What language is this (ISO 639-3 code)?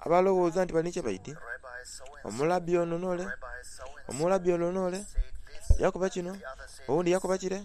xog